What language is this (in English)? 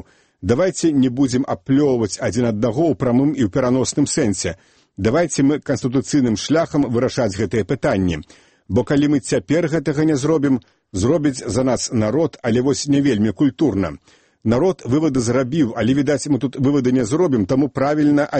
Belarusian